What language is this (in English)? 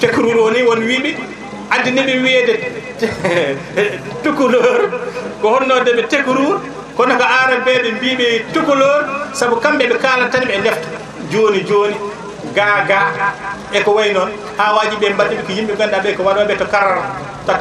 Fula